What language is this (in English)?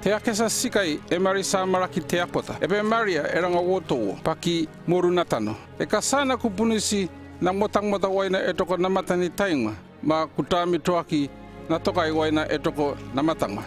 North Efate